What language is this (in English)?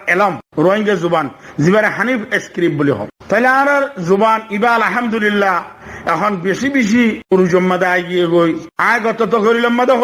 Rohingya